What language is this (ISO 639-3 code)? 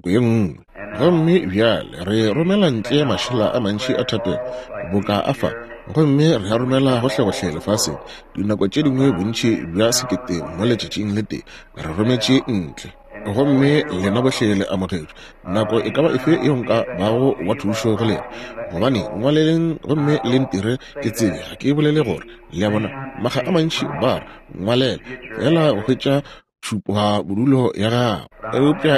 nso